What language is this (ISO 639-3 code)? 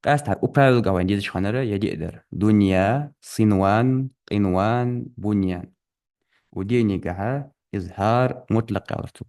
inh